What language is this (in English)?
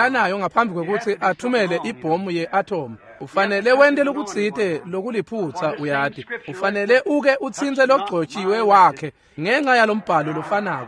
Swati